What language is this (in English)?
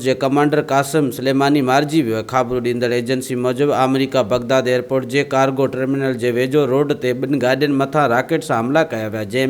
Sindhi